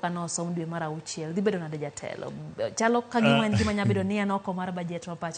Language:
Luo (Kenya and Tanzania)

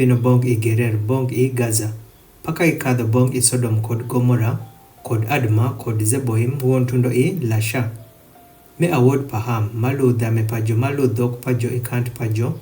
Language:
Adhola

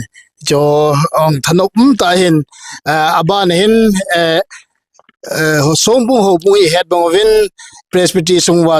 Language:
Thado Chin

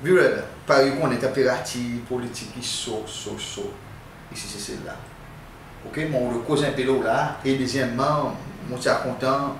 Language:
Seselwa Creole French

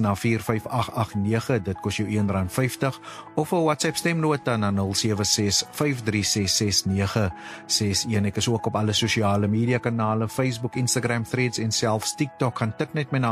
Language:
Afrikaans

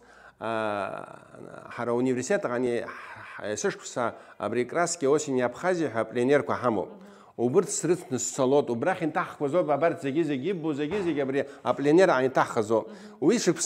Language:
Abkhazian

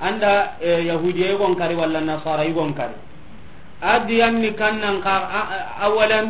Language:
Soninke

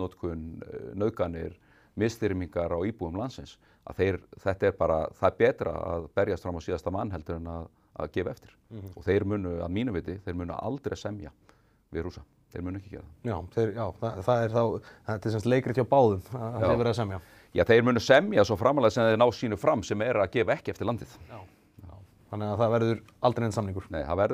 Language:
Icelandic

